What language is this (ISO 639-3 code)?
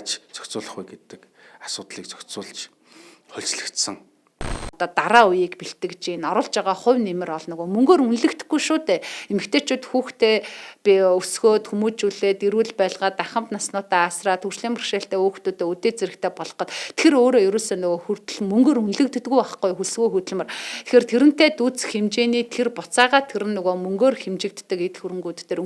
mon